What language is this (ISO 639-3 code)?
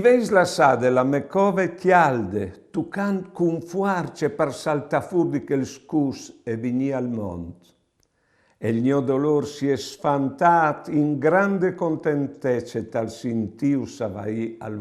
fur